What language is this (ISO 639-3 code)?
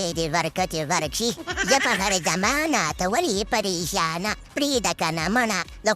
pus